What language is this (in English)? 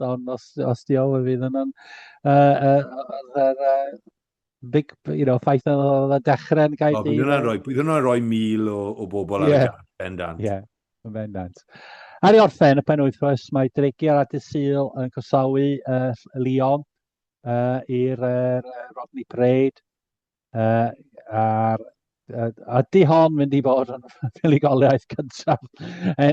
Welsh